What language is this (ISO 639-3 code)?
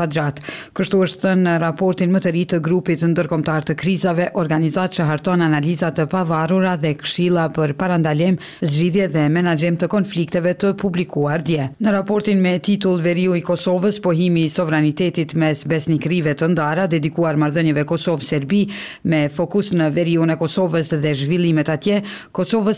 sqi